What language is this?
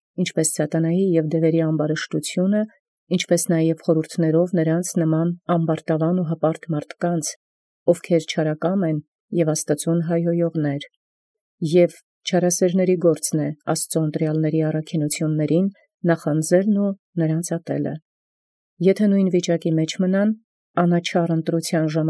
Armenian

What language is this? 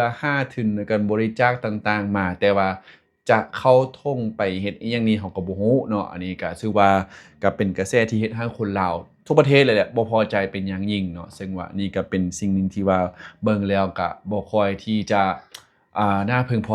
Lao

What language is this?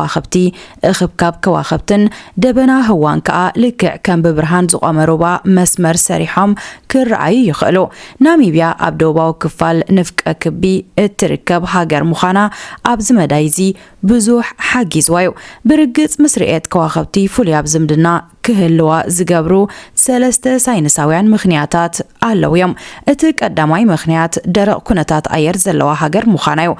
Tigrinya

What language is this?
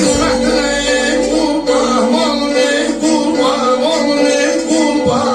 South Azerbaijani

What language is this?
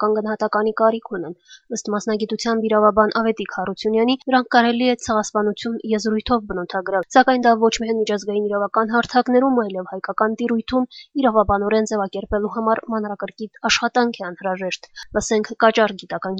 Armenian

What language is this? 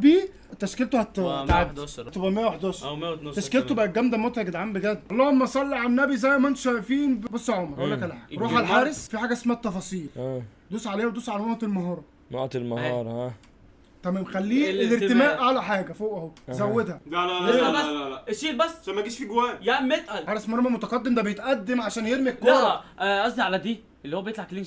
Egyptian Arabic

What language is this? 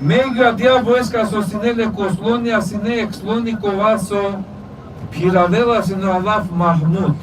Balkan Romani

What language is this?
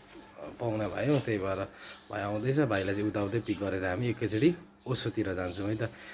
Nepali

